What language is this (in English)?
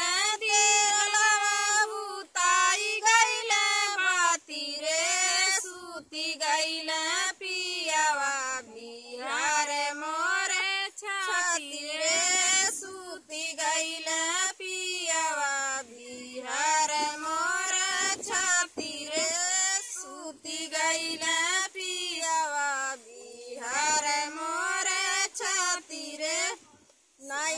Bhojpuri